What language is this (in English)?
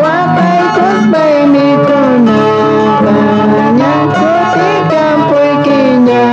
Quechua